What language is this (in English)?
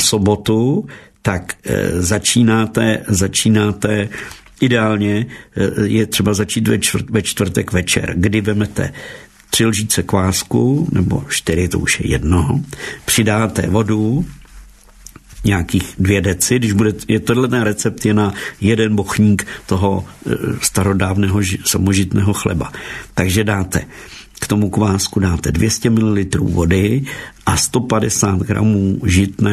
Czech